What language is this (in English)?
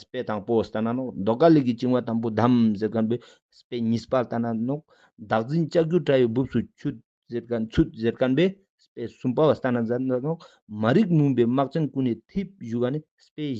Ladakhi